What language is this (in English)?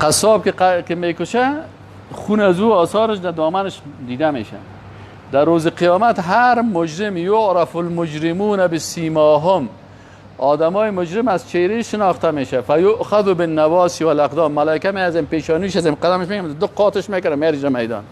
Persian